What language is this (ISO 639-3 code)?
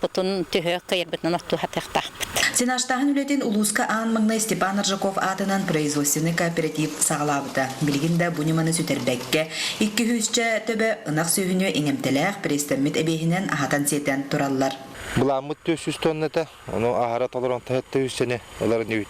sah